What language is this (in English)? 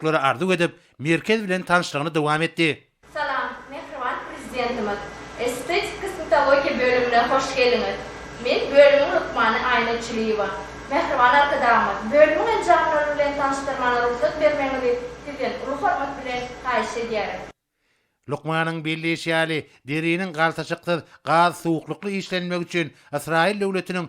Turkmen